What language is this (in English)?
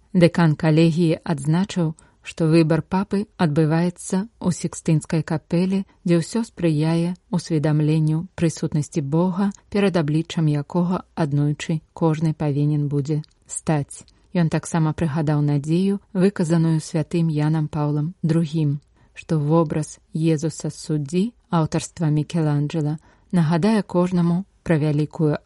Belarusian